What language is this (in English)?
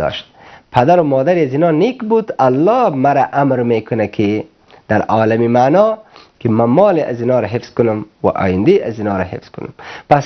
Persian